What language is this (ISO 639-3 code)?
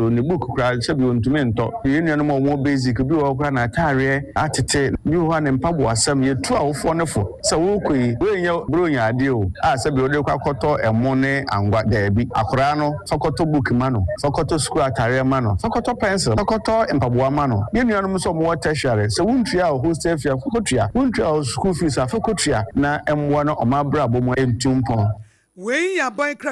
aka